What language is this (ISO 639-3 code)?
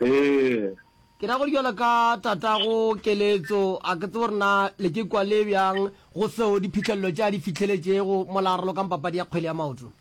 nso